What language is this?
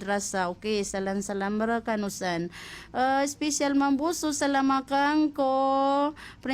Maranao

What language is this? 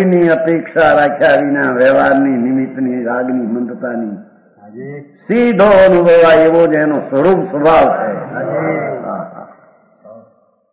Gujarati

